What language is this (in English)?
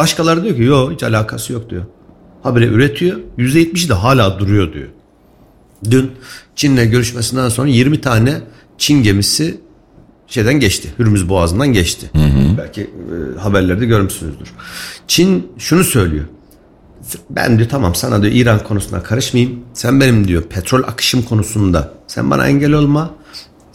Turkish